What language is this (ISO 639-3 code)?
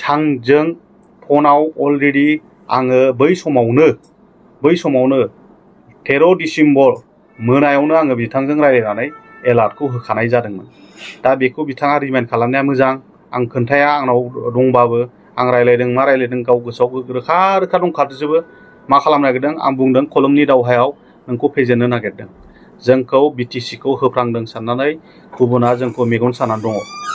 brx